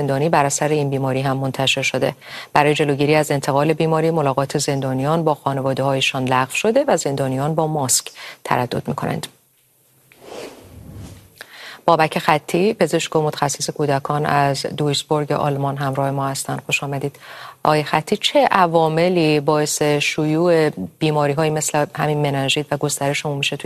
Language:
Persian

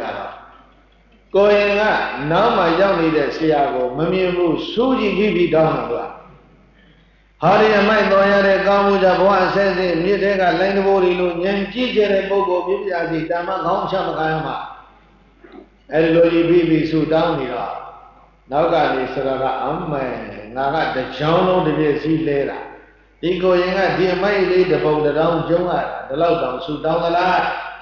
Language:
Burmese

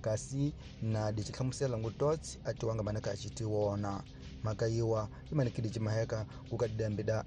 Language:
Tsonga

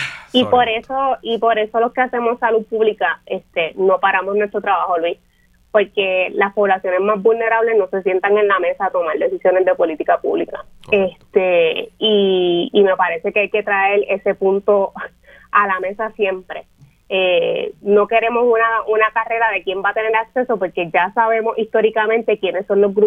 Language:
Spanish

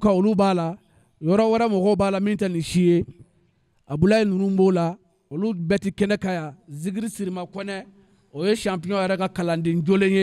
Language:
Bambara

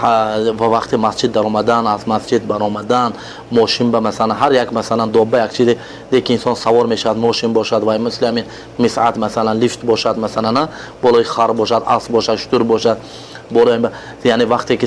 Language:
Tajik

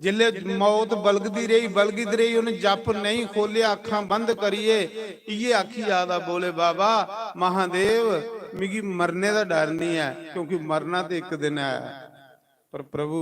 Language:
Dogri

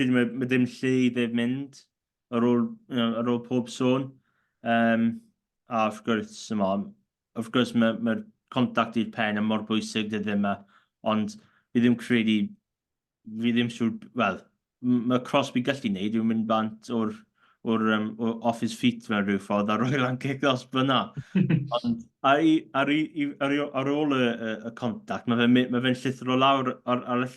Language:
Welsh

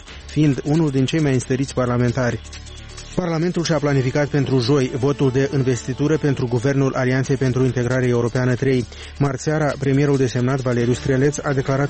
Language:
Romanian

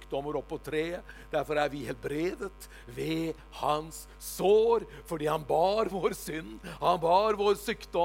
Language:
Norwegian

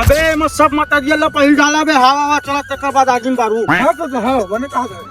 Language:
Chhattisgarhi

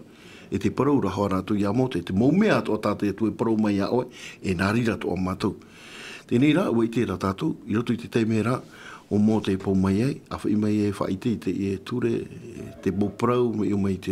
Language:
Tahitian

